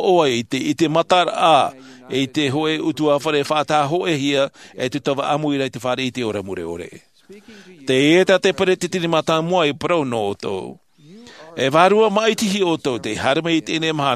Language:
Tahitian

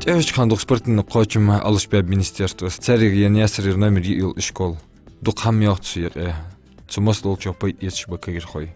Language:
Ingush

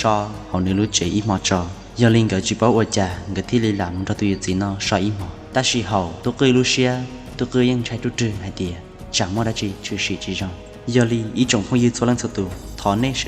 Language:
Hmong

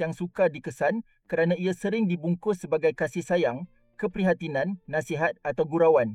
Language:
Malay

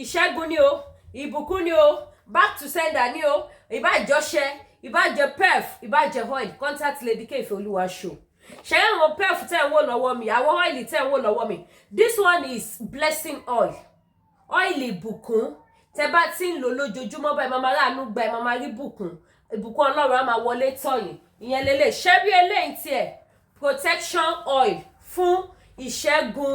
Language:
Yoruba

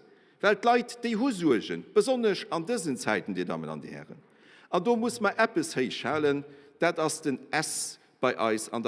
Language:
Luxembourgish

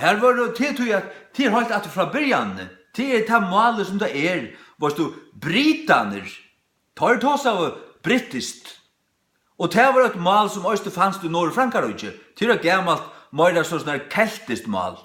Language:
Faroese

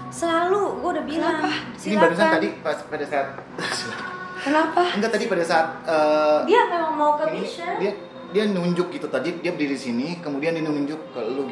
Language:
Indonesian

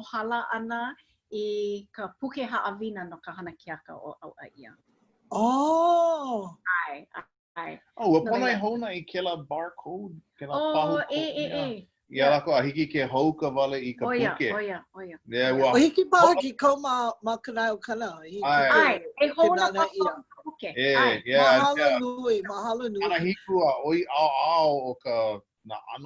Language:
Hawaiian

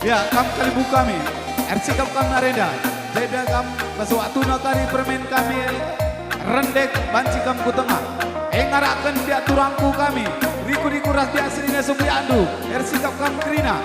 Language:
Batak Karo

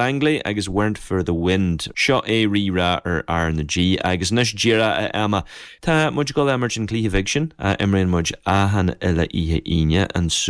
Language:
Irish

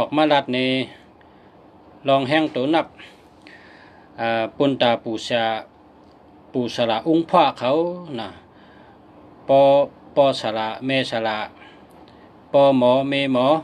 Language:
Shan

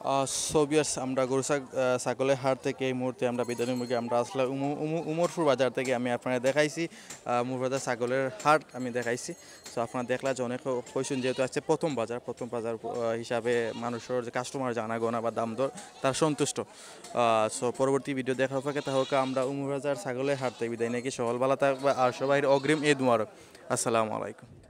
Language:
Sylheti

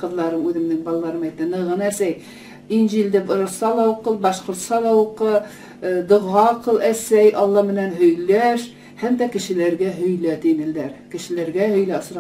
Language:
Bashkir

